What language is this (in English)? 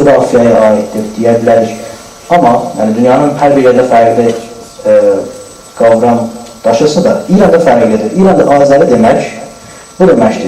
South Azerbaijani